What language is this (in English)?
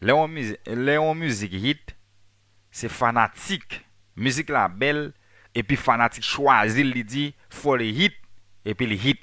Haitian Creole